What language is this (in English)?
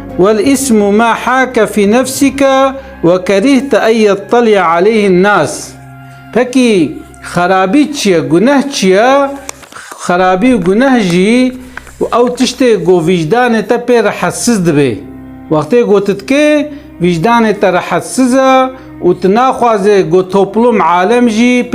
Kurdish